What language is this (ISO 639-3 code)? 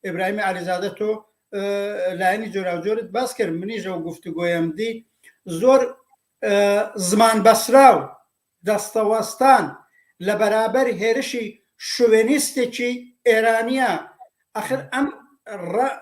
ckb